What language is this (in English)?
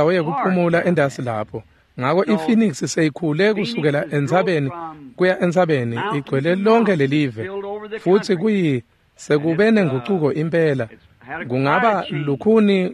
Swati